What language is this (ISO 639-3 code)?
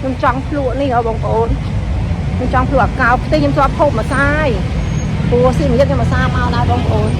khm